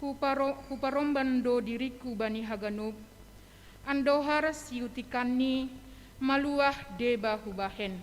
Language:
Batak Simalungun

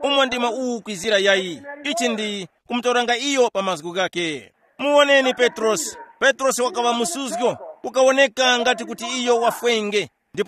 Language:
Tumbuka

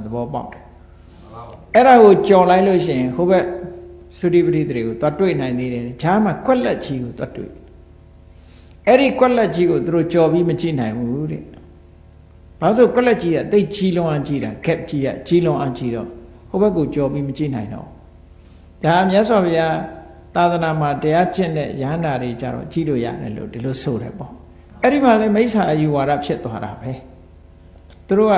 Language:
Burmese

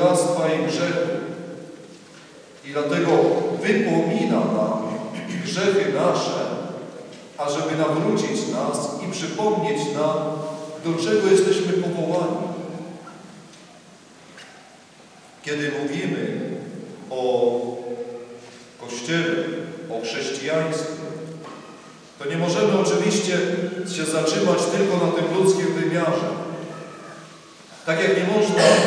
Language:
Polish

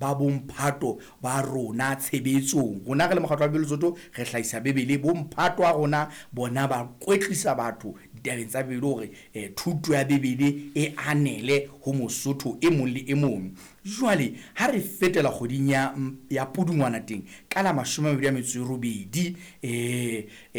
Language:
Southern Sotho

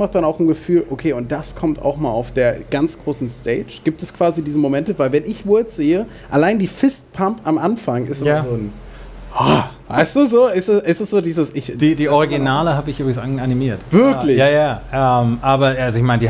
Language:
German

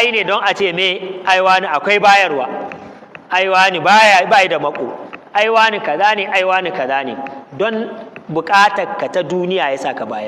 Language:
Hausa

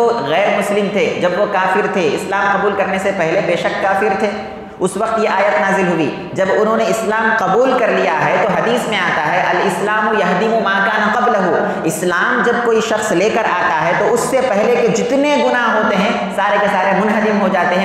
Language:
Urdu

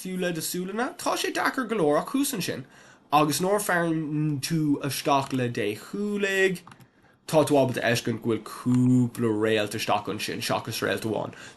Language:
Irish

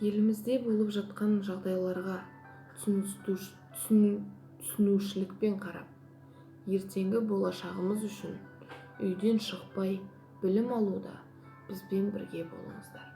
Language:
Kazakh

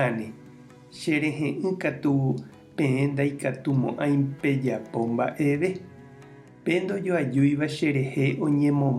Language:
Guarani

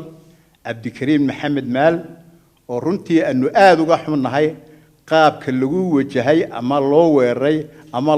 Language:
Somali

